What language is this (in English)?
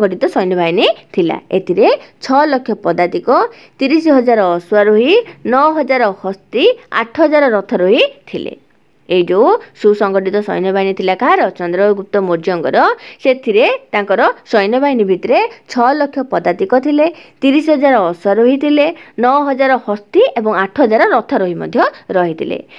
Odia